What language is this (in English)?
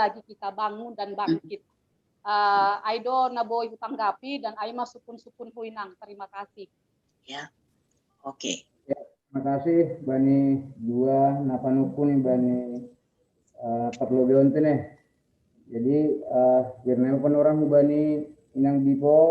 Batak Simalungun